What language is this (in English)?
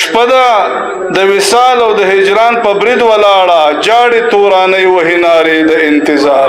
Pashto